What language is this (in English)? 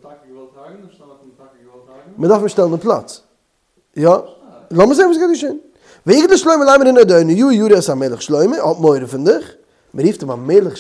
Yiddish